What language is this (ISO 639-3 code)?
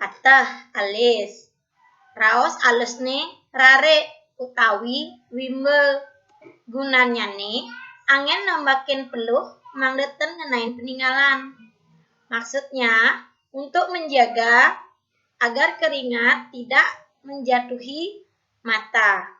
ban